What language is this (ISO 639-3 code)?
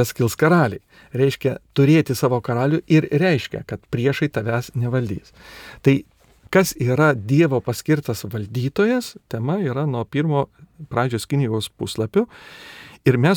lit